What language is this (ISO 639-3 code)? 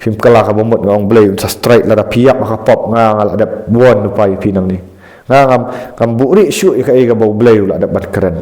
kha